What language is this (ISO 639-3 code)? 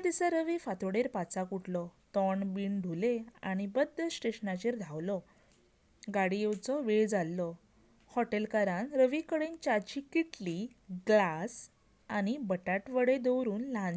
kok